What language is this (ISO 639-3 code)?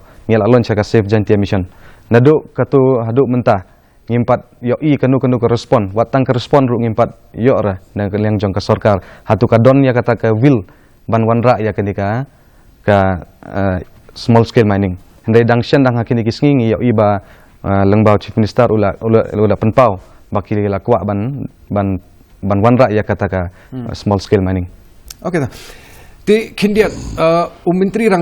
kha